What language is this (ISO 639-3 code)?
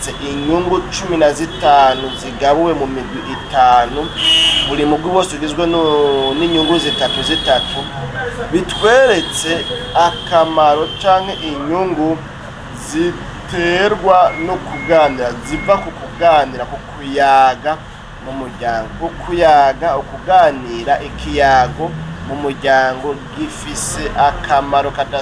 run